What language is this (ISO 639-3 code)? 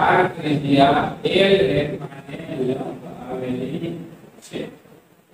guj